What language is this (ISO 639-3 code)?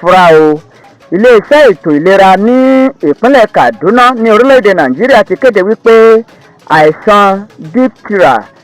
yor